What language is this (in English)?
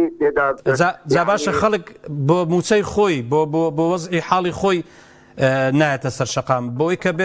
Central Kurdish